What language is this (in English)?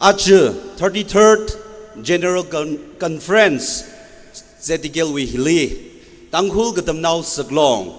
Tangkhul Naga (India)